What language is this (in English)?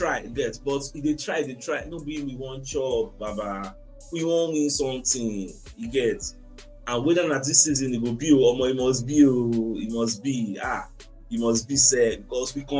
Nigerian Pidgin